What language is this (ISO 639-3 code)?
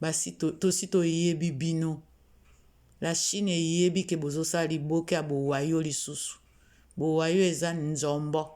lin